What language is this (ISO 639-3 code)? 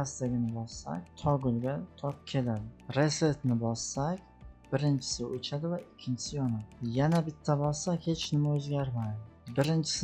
uzb